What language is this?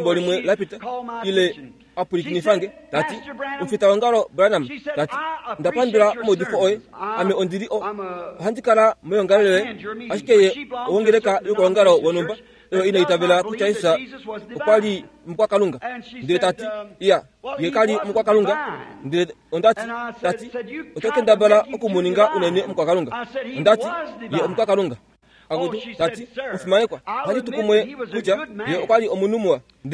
Kuanyama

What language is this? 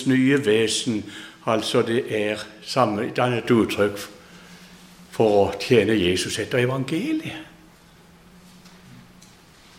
Norwegian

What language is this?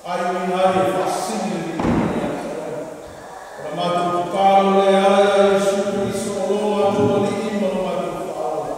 Samoan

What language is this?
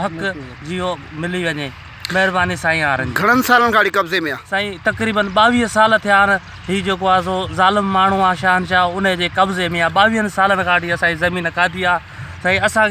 Sindhi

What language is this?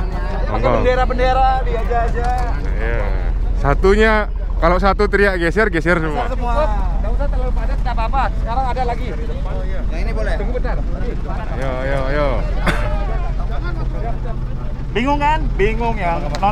Indonesian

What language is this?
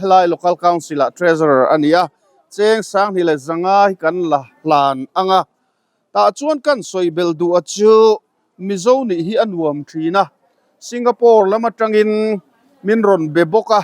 Mizo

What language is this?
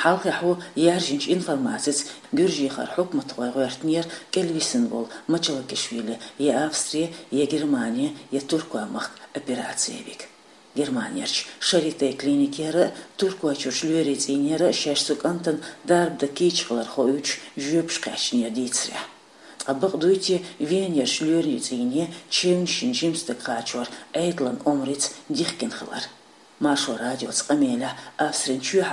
Chechen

